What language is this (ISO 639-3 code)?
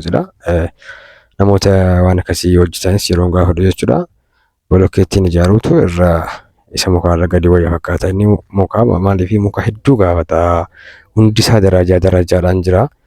orm